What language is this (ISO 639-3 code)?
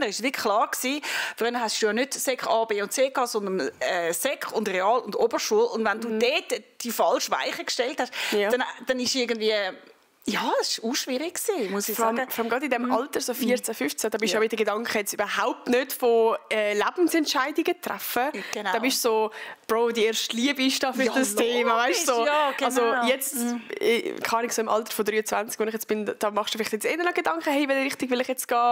gsw